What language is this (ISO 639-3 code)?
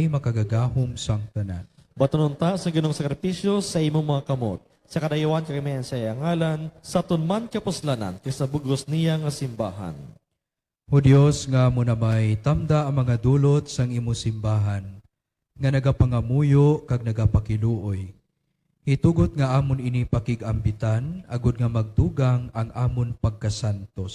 hil